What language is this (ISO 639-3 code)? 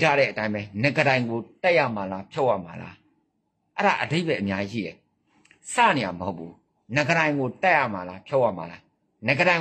mya